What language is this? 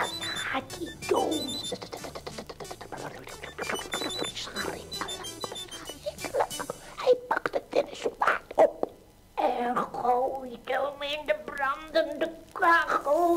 Dutch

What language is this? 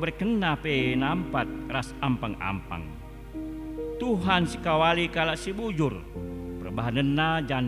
Batak Karo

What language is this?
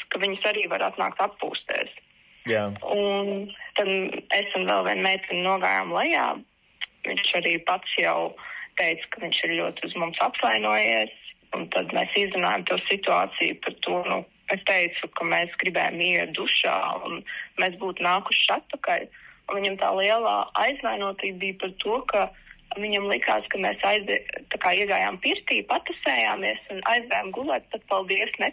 Latvian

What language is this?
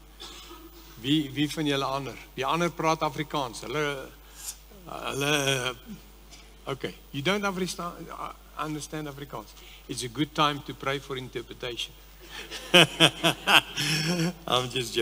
Afrikaans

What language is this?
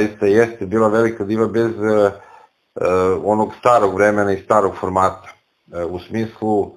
Serbian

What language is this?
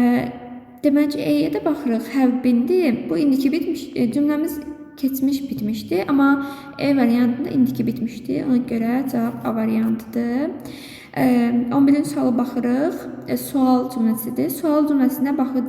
Azerbaijani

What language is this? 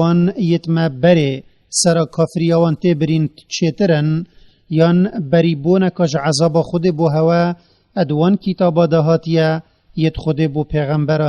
Kurdish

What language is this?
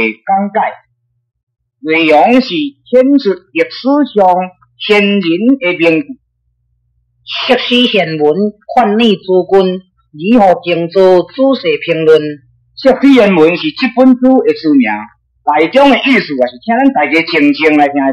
Min Nan Chinese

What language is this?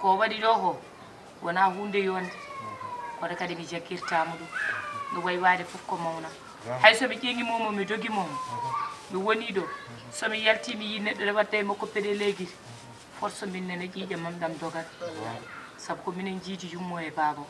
Fula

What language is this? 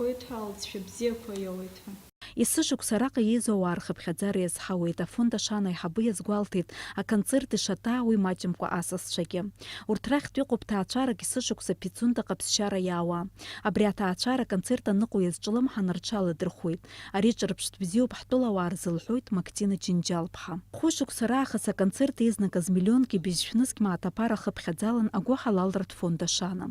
Abkhazian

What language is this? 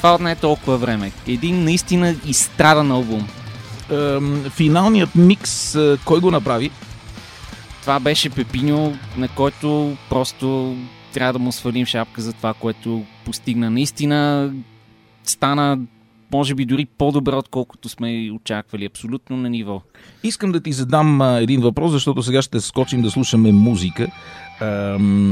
Bulgarian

